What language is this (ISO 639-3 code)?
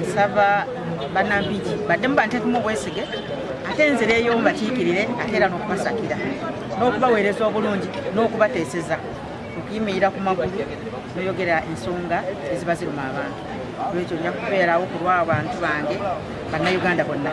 lug